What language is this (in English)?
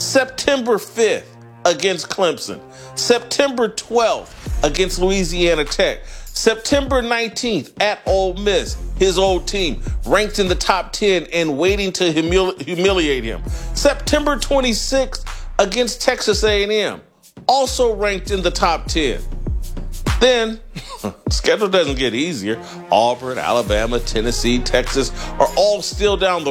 English